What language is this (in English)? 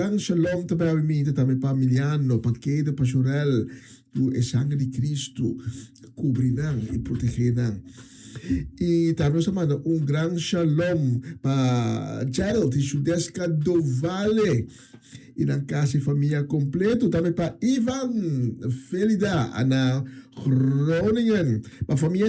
Papiamento